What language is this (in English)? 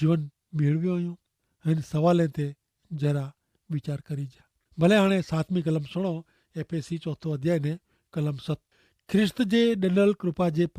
Kachhi